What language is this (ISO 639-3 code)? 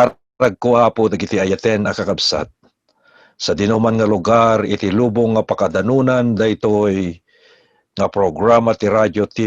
ilo